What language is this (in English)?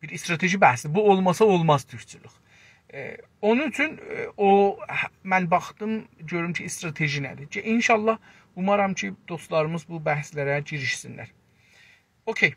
South Azerbaijani